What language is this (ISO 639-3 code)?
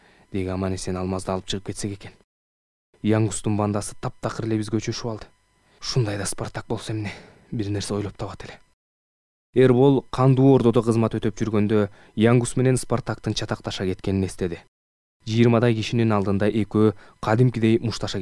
kir